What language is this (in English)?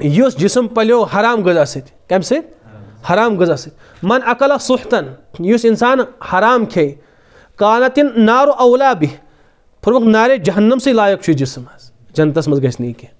Kashmiri